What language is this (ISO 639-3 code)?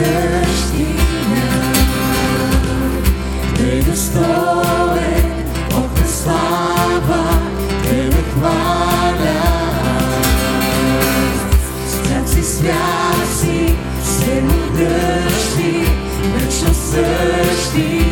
bul